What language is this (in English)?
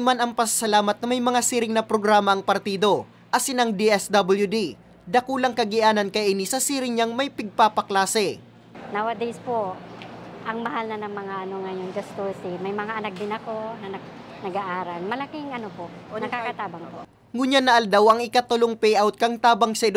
Bikol